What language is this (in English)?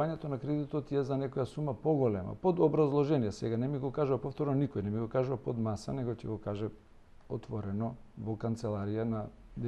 Macedonian